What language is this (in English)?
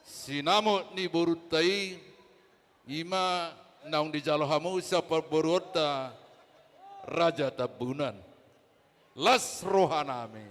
Batak Toba